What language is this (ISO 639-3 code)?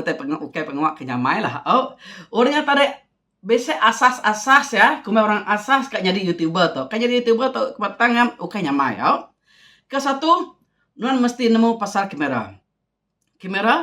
iba